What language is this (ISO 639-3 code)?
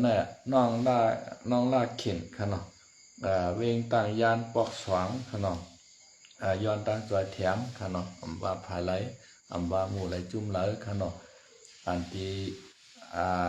shn